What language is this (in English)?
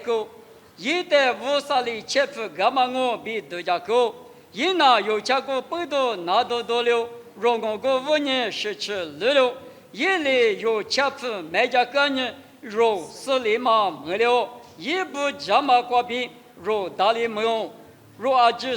Lisu